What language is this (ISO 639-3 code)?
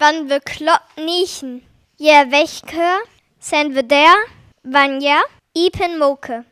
frr